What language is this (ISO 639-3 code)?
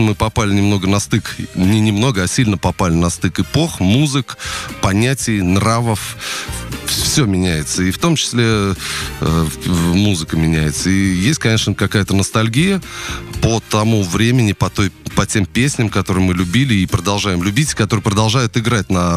rus